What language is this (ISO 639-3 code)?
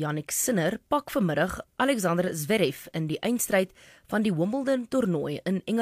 afr